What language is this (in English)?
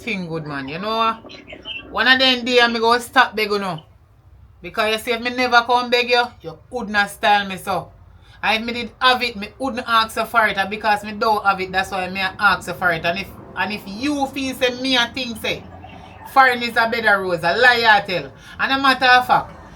Jamaican Creole English